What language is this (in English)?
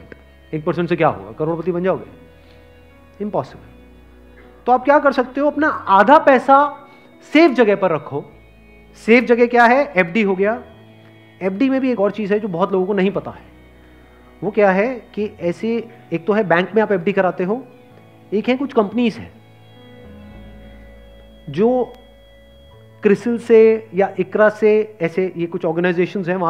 Hindi